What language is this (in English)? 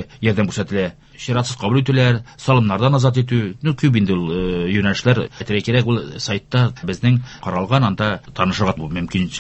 Tatar